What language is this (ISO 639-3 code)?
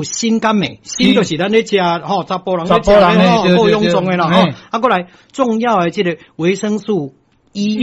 nan